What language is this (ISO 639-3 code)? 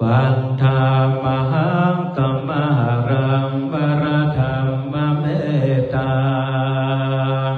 pli